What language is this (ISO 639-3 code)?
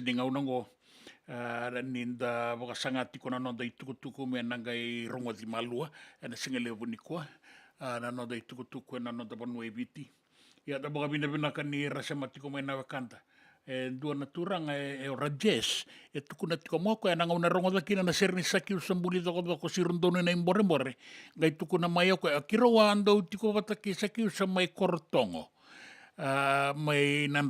fij